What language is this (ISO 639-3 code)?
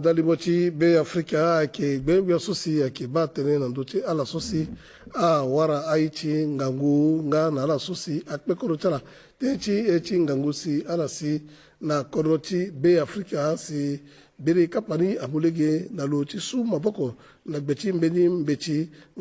sag